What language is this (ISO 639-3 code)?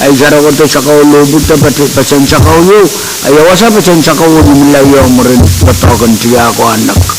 pon